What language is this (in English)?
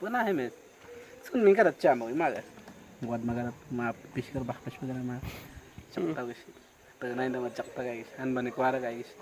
Awa-Cuaiquer